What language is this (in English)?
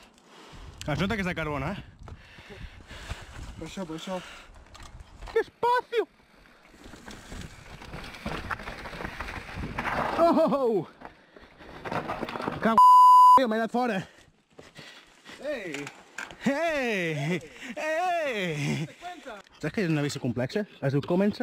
Catalan